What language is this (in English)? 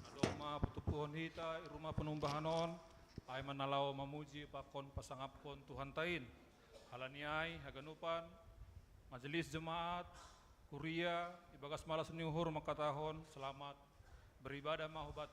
Batak Simalungun